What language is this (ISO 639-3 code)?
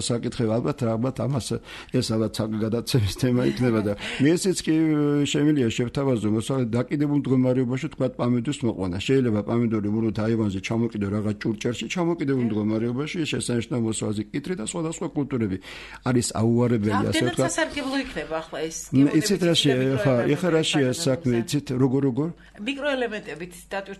kat